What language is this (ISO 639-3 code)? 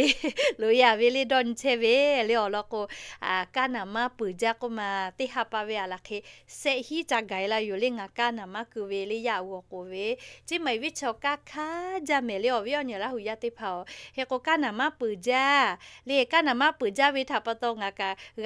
lhu